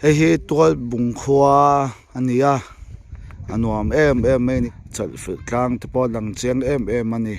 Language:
Mizo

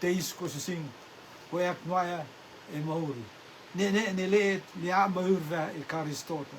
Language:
Rotuman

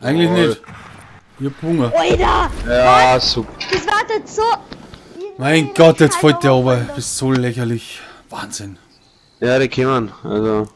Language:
Bavarian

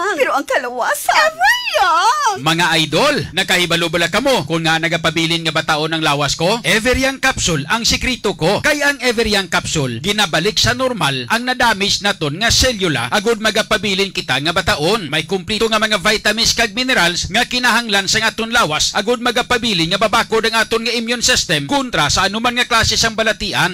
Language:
Hiligaynon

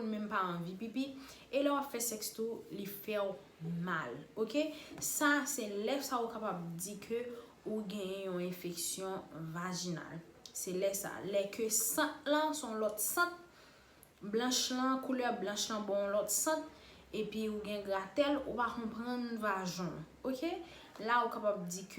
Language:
Haitian Creole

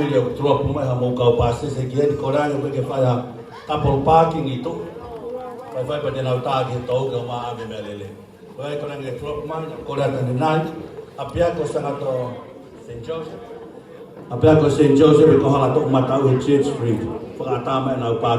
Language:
Tongan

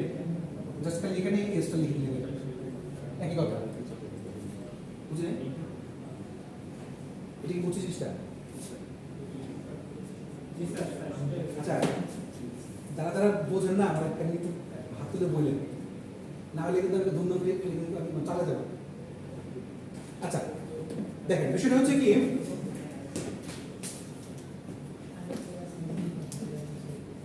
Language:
Bangla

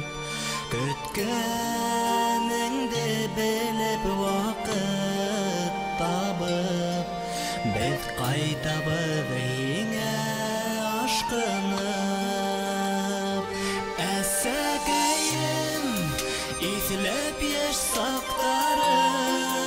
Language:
Bashkir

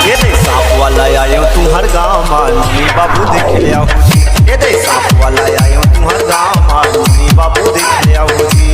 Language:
Chhattisgarhi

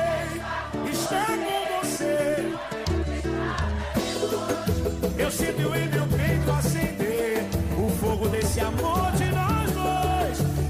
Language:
Portuguese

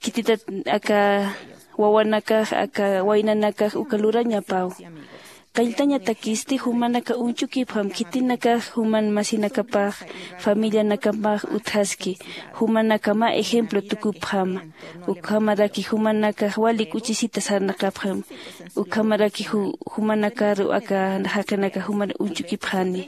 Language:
Aymara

